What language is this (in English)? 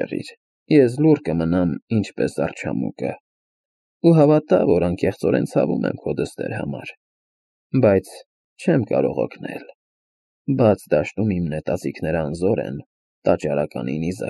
Armenian